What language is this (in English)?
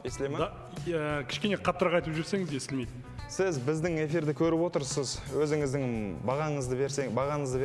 Kazakh